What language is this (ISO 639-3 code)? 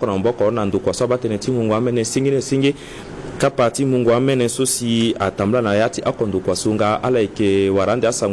sag